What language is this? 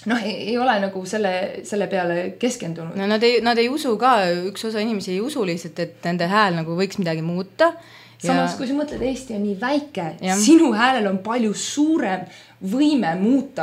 Estonian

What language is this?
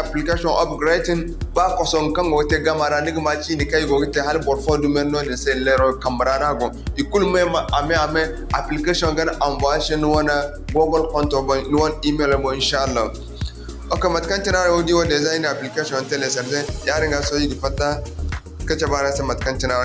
Zarma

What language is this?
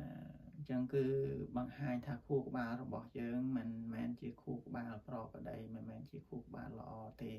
Khmer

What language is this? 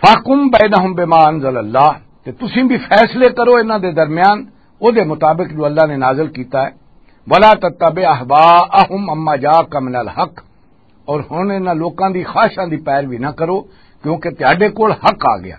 Western Panjabi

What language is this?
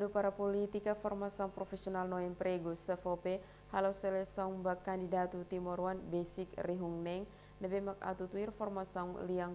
Tetum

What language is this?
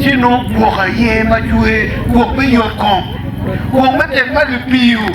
Acoli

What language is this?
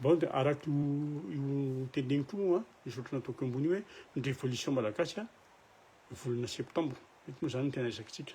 Malagasy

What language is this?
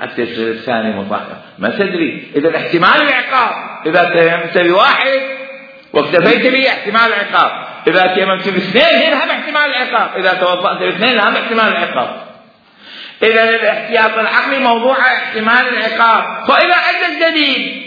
Mesopotamian Arabic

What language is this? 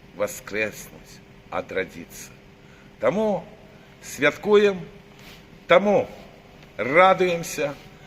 Belarusian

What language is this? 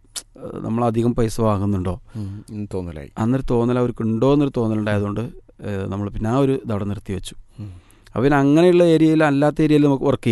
Malayalam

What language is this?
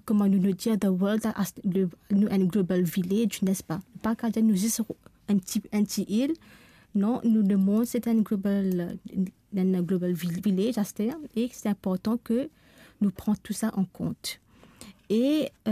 Morisyen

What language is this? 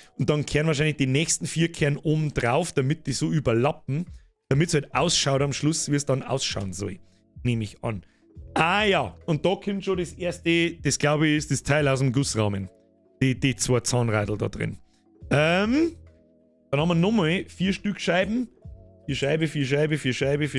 Bavarian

